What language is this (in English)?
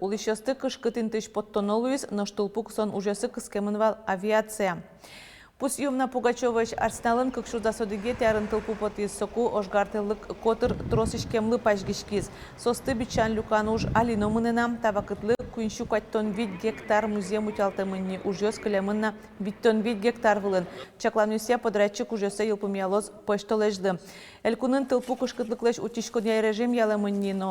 Udmurt